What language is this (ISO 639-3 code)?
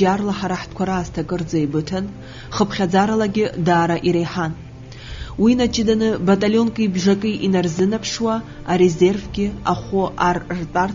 abk